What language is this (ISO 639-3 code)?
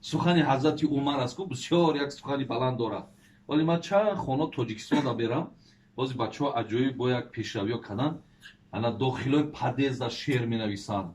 tgk